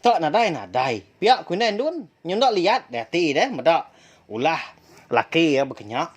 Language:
Iban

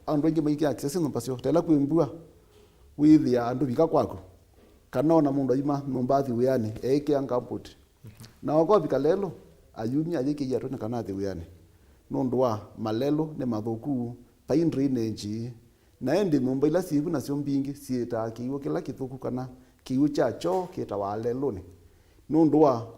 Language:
Kamba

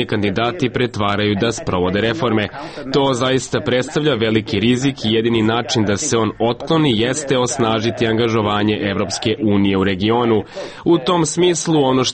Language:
Serbian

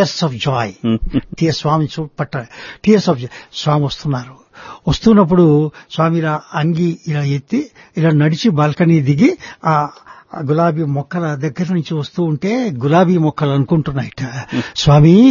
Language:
Telugu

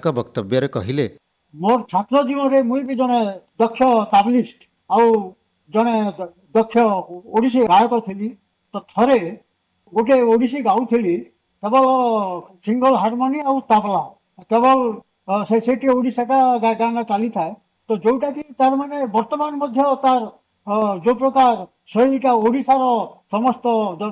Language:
Odia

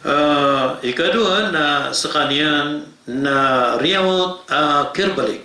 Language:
Maranao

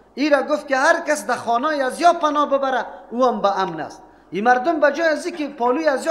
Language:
Persian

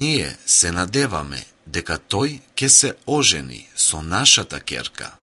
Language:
Macedonian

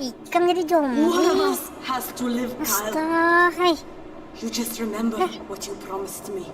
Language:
Banjar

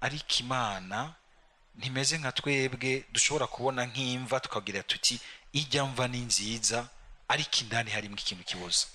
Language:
Rundi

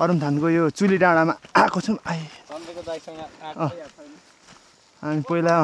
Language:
Nepali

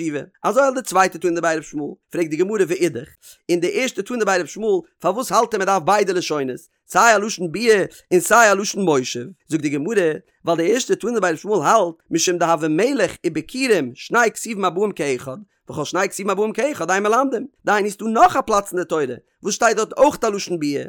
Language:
Yiddish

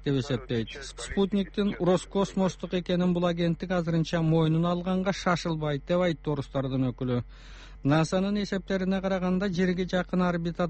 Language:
Kyrgyz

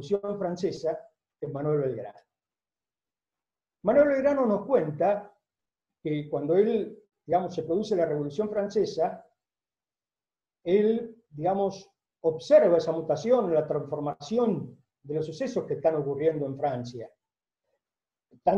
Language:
Spanish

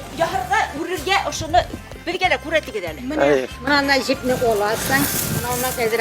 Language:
Bashkir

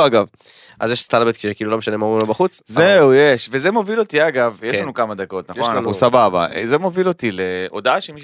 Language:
Hebrew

